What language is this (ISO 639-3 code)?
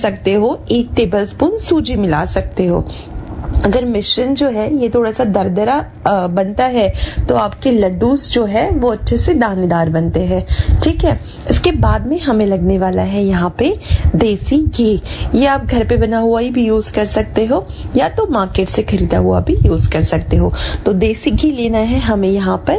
hin